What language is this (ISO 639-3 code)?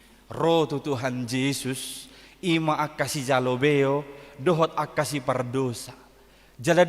bbc